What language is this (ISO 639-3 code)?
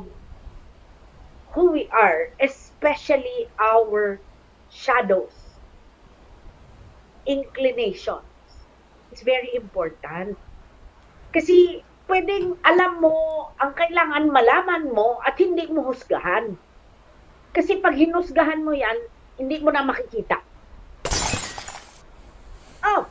fil